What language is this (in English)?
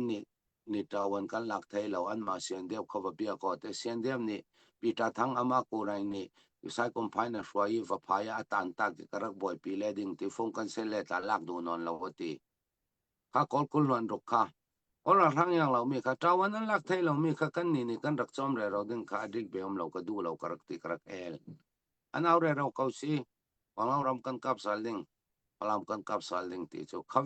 Falam Chin